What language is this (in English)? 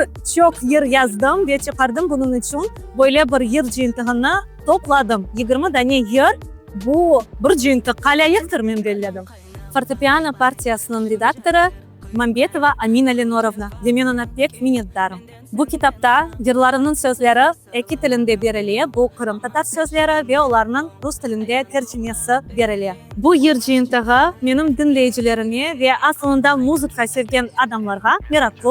Crimean Tatar